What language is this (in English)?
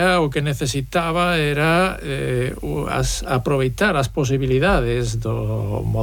Galician